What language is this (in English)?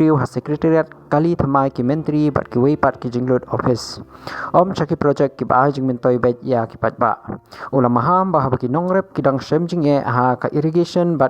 Khasi